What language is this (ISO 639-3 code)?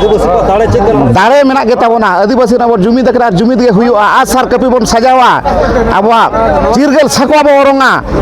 sat